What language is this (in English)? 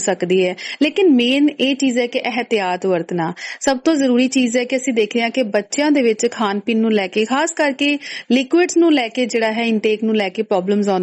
Punjabi